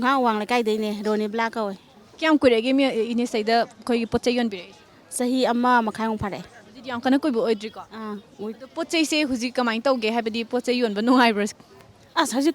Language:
Manipuri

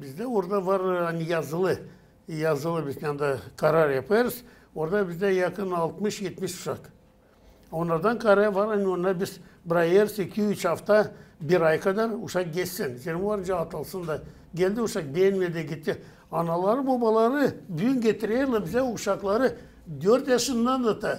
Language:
Gagauz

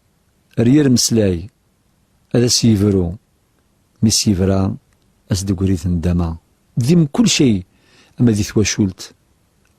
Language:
Kabyle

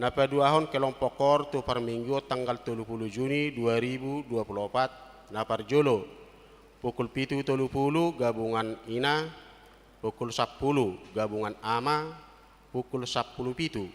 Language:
Batak Toba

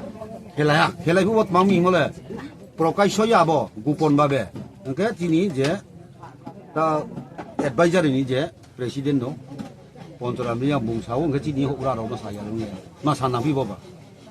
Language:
Riang (India)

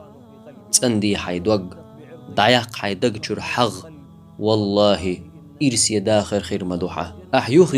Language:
Chechen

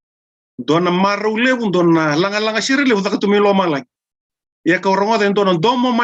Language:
Fijian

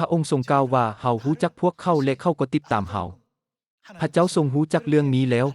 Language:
Lao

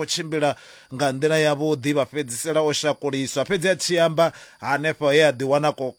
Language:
Venda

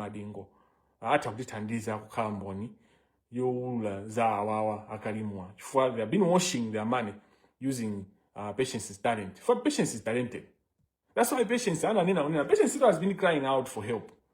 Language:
Nyanja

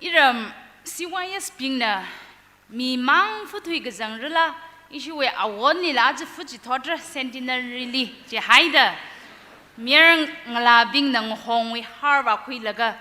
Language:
Tangkhul Naga (India)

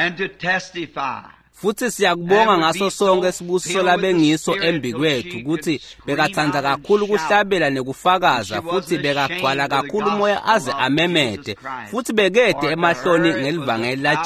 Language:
Swati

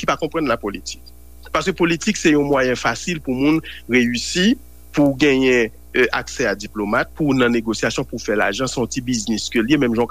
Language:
Haitian Creole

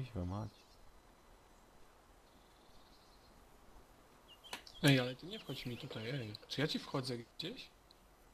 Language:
Polish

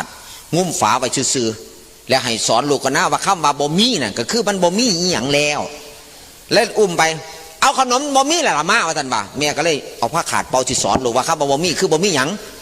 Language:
Northeastern Thai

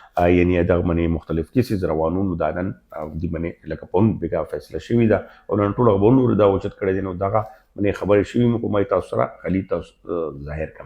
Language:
Pashto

